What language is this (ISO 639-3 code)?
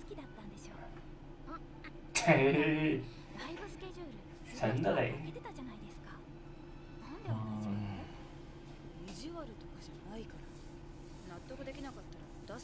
jpn